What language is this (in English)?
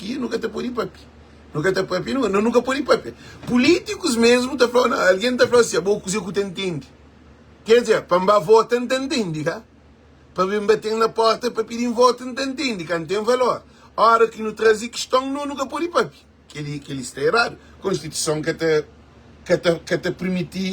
Kabuverdianu